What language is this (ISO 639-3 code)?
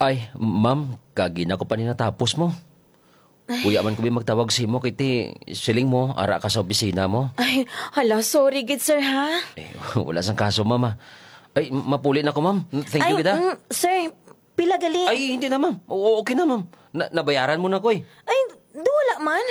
hil